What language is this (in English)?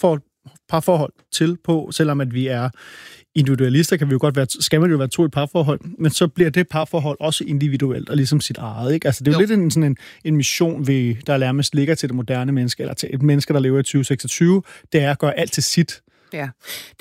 Danish